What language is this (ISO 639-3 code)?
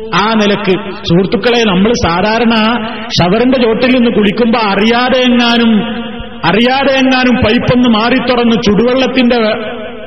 mal